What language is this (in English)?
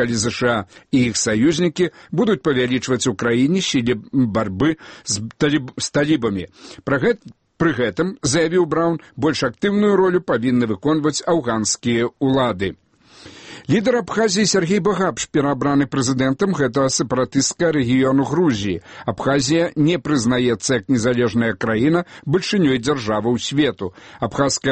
Belarusian